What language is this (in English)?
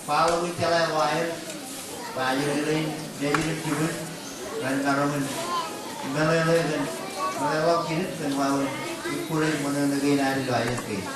Marshallese